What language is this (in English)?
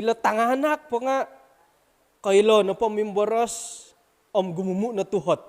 Central Dusun